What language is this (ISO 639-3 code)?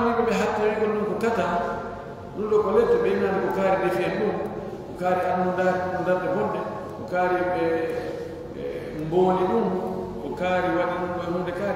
ful